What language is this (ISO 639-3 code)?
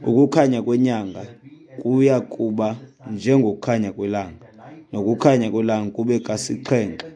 xho